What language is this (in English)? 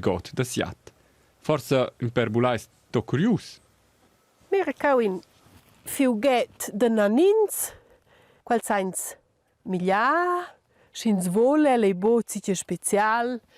Romansh